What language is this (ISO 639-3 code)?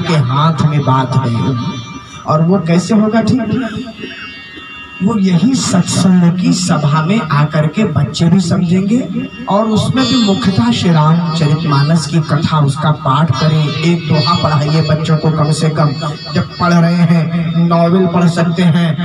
hin